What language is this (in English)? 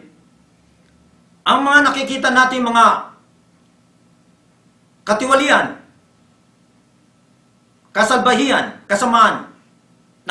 Filipino